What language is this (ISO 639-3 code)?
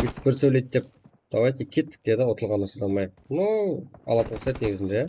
kaa